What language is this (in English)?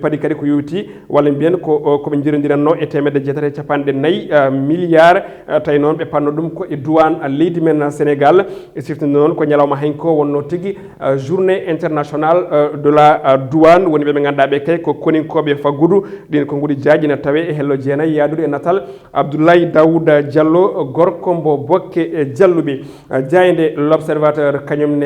Fula